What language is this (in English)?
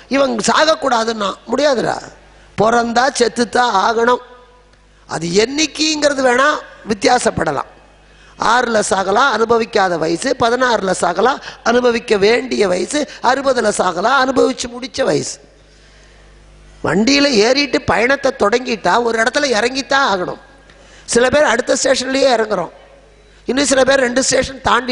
Tamil